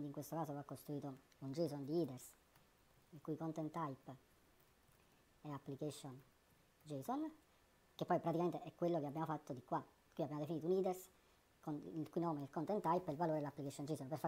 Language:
Italian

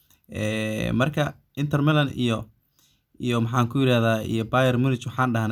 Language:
Somali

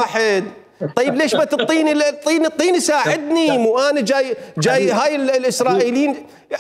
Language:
Mesopotamian Arabic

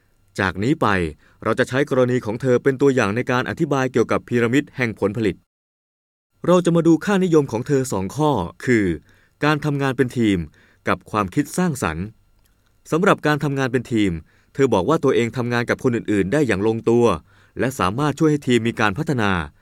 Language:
Thai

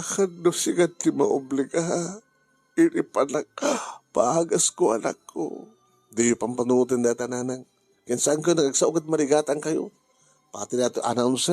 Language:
Iloko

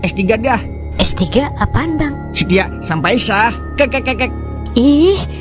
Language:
Betawi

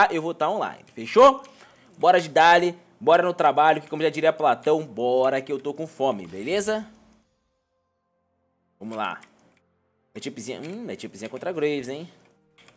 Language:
Portuguese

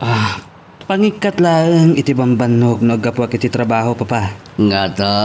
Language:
Iloko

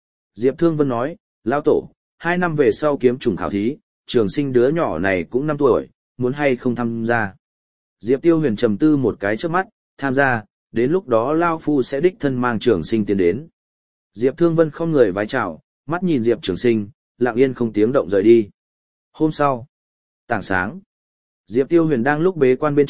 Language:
Vietnamese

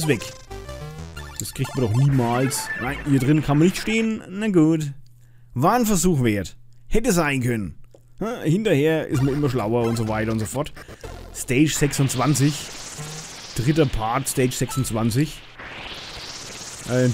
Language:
German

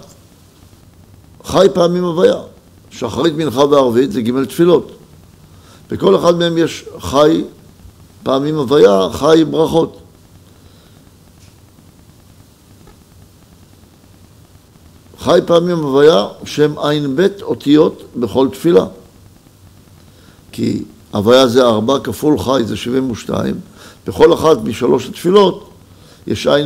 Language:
Hebrew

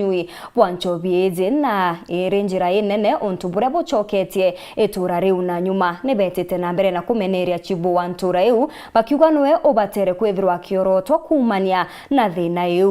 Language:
Meru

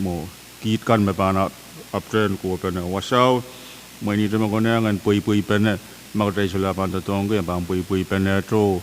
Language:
Pohnpeian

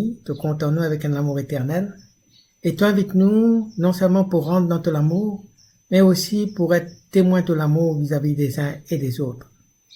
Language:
Morisyen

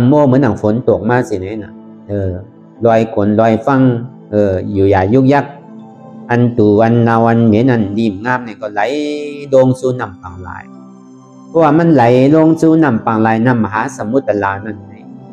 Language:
Shan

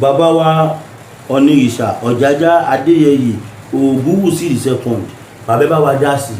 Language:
Yoruba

